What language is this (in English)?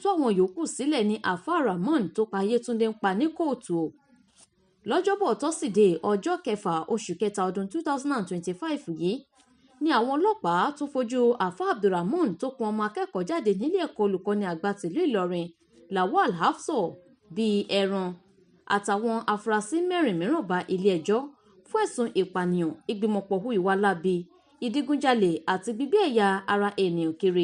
Yoruba